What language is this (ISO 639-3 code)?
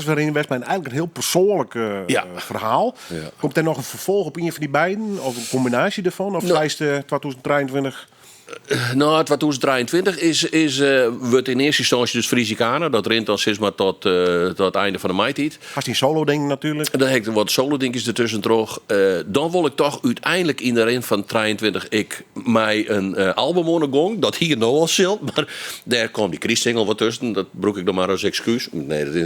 fry